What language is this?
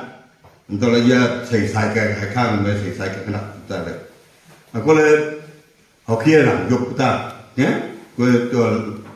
Wancho Naga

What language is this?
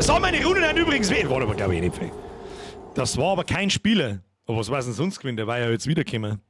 Bavarian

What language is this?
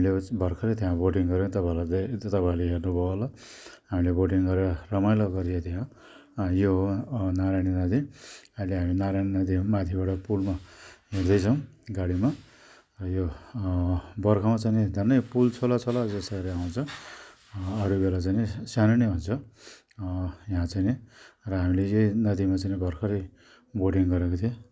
Nepali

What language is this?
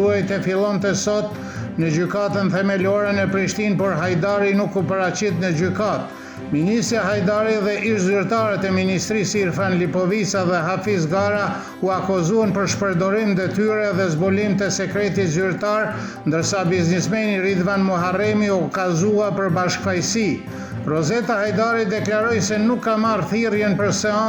Albanian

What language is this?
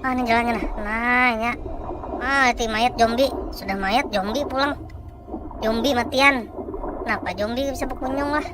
Banjar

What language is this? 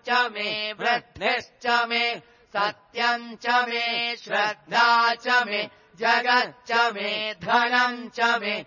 Sanskrit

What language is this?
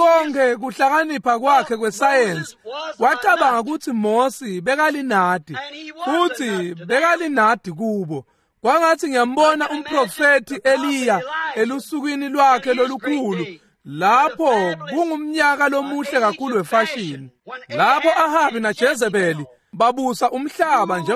Swati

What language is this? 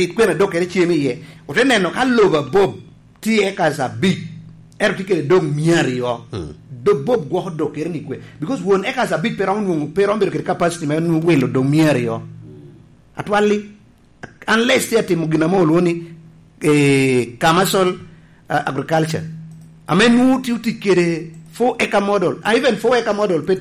Lango (Uganda)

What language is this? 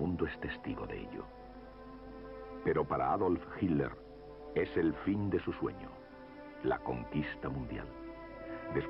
Spanish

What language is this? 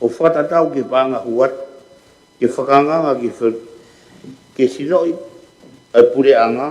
Tongan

